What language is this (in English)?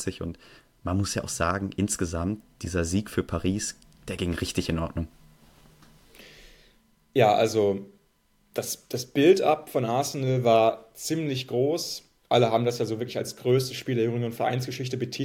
German